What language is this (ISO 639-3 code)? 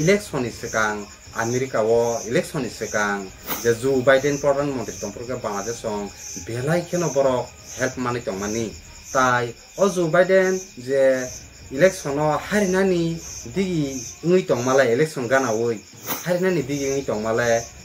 trp